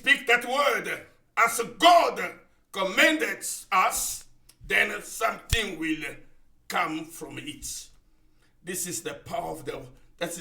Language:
Ewe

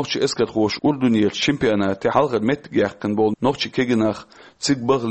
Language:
Chechen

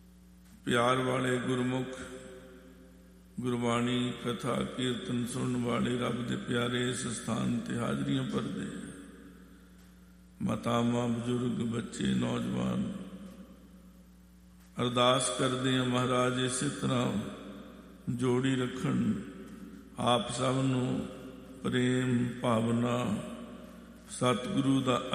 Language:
Punjabi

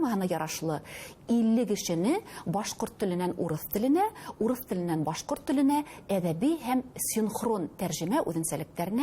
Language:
Bashkir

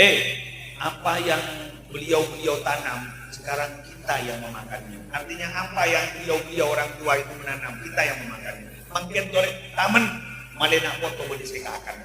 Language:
Madurese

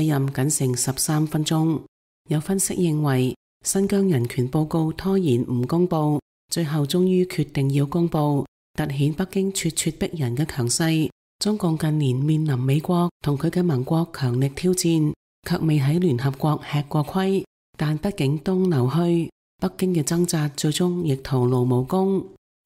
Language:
Cantonese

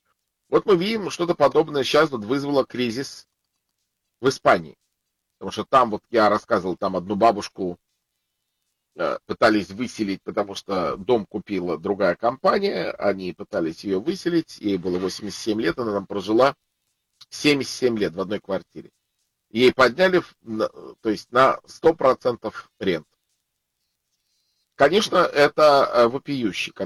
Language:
Russian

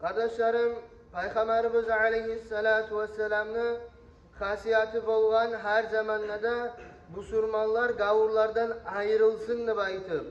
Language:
Kumyk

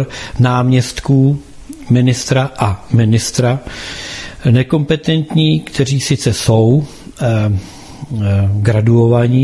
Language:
Czech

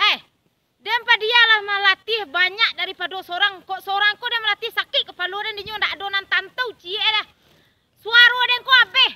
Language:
Minangkabau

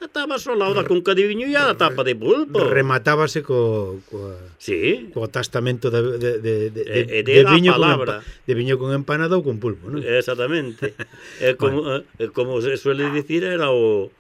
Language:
Galician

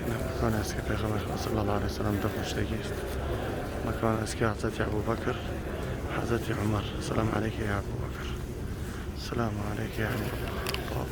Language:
Tajik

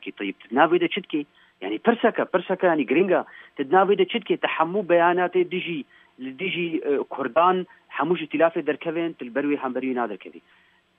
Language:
Kurdish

